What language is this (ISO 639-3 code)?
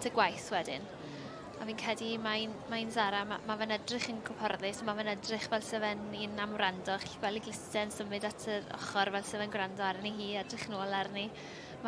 cym